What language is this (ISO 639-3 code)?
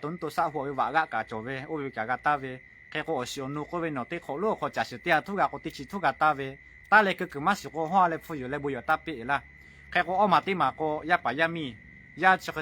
lhu